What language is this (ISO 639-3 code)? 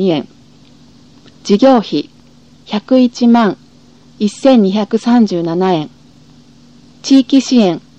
jpn